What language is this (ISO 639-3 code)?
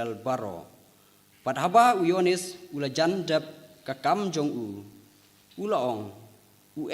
kha